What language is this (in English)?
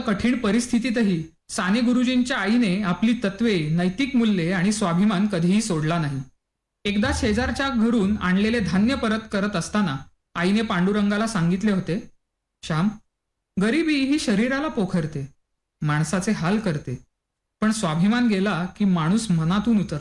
Marathi